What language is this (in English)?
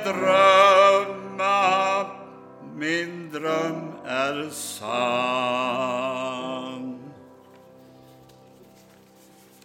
Swedish